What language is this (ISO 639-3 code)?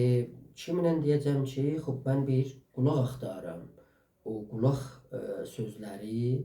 azb